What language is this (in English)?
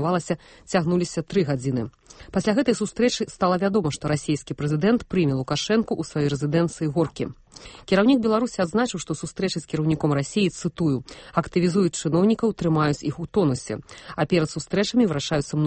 Belarusian